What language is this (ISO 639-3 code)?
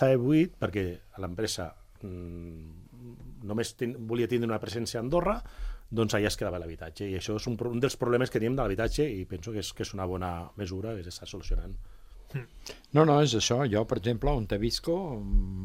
cat